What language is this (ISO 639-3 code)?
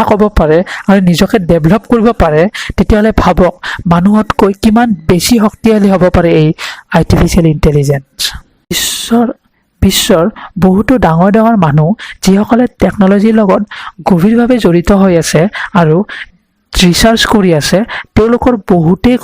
asm